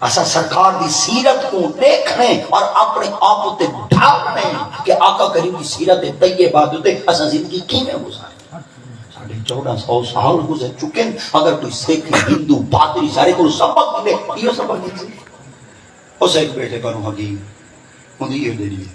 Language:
Saraiki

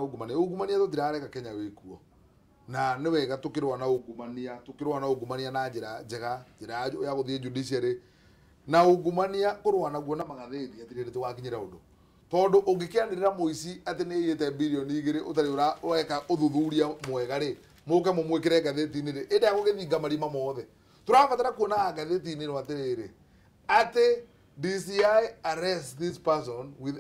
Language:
Kikuyu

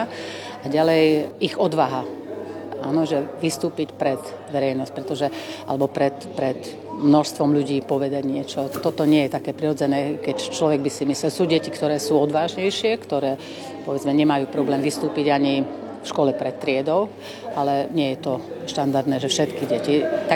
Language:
Slovak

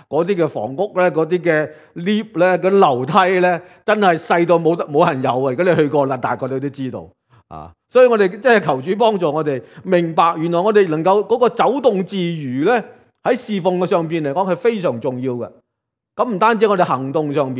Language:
Cantonese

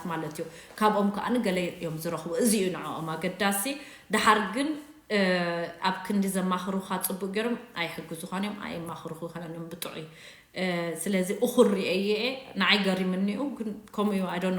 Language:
Tigrinya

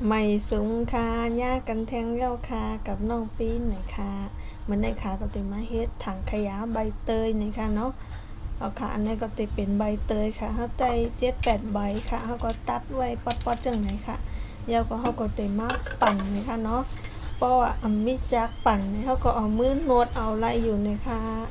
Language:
Shan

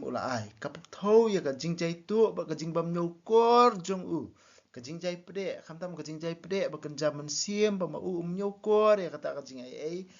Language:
Khasi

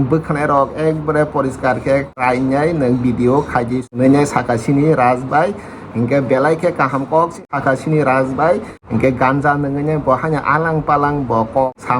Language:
Kok Borok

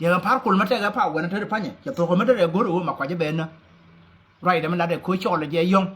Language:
Nuer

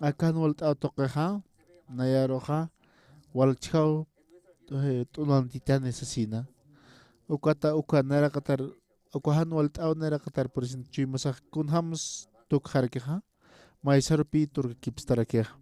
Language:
Aymara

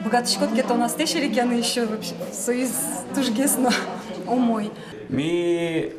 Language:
Udmurt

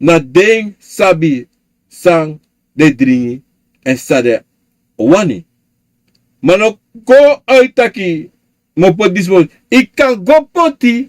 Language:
Sranan Tongo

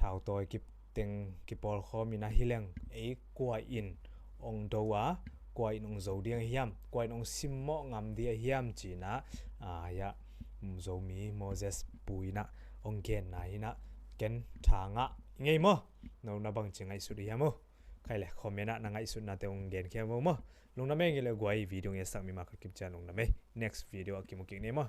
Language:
Tedim Chin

